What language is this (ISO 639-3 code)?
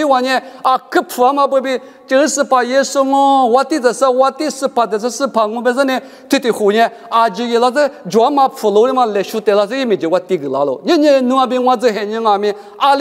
lis